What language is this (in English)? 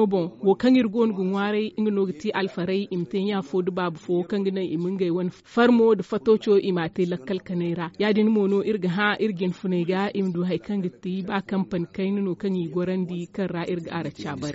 Zarma